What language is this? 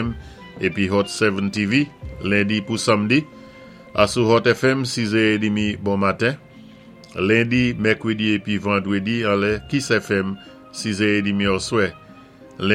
Saint Lucian Creole French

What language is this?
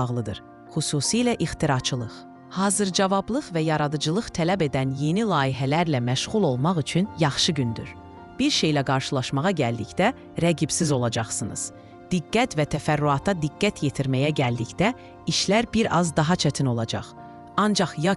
Azerbaijani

